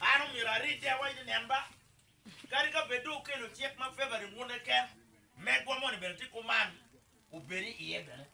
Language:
Acoli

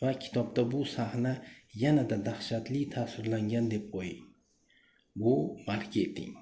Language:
Uzbek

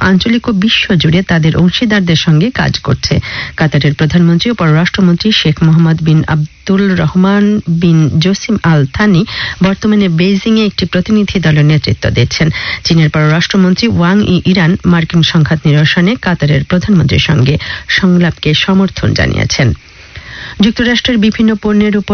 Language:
Bangla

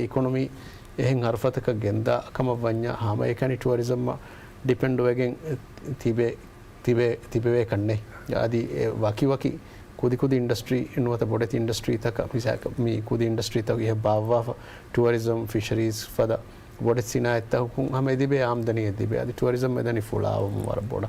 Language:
Divehi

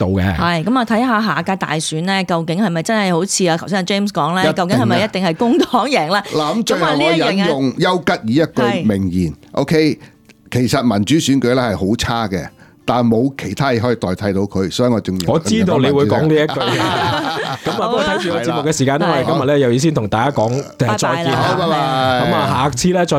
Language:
Cantonese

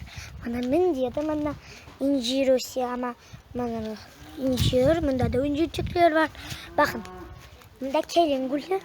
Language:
Crimean Tatar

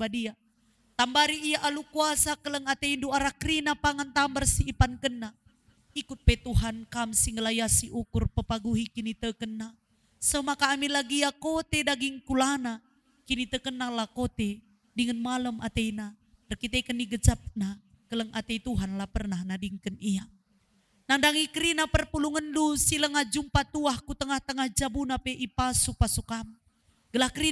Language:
Batak Karo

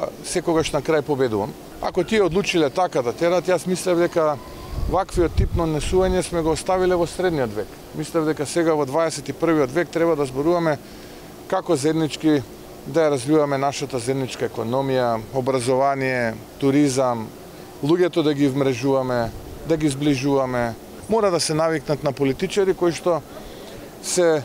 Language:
Macedonian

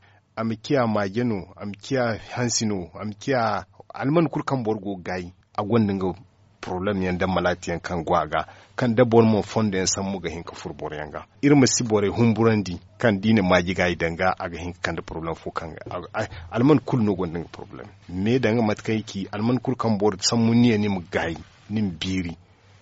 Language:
Zarma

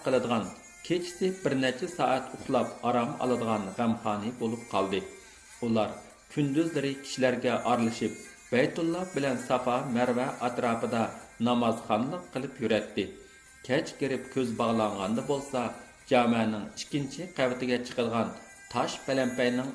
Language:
Uyghur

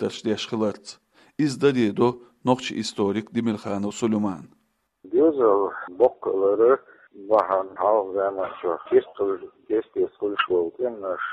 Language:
Chechen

